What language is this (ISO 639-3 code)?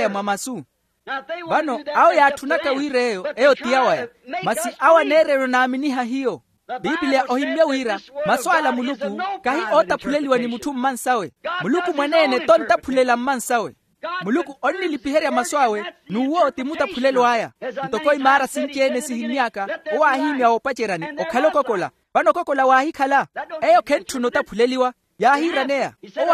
vmw